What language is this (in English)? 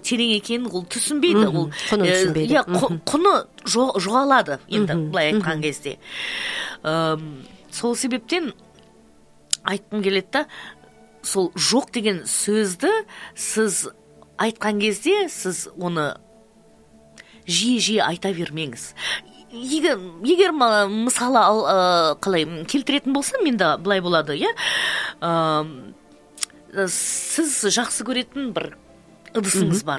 Kazakh